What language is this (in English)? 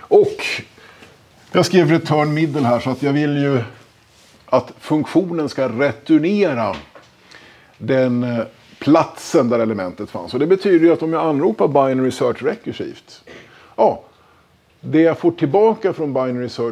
Swedish